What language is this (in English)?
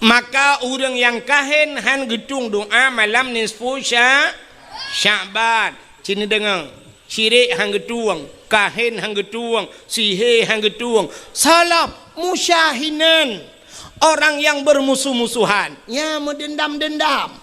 Achinese